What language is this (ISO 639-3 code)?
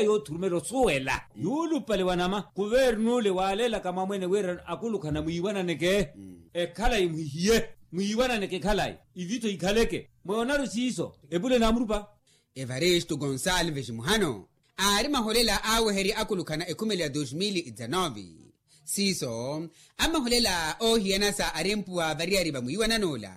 vmw